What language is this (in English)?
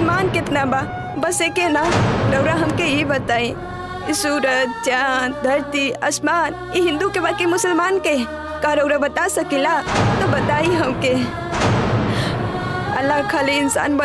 Bhojpuri